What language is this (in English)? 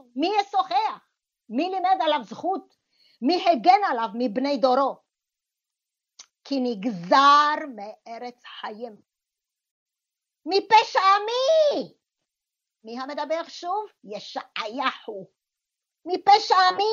Hebrew